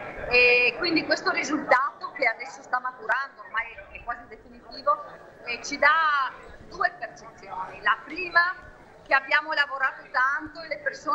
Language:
Italian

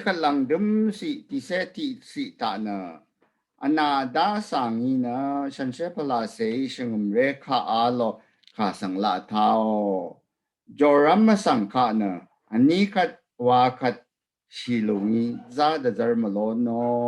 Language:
Rawang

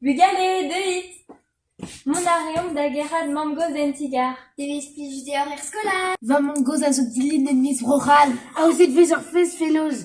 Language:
Breton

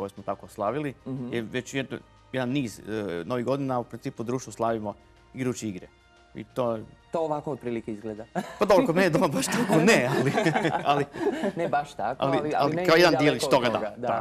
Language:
Croatian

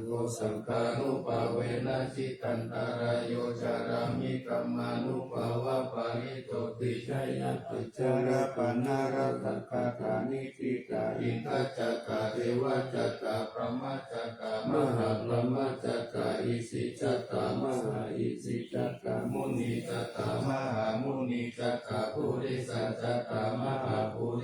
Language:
Pali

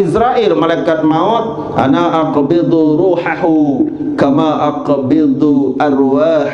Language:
Sasak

